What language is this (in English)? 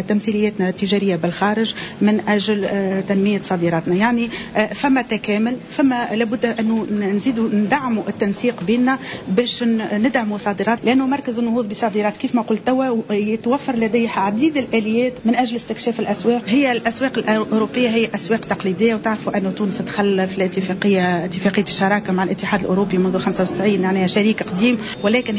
Tunisian Arabic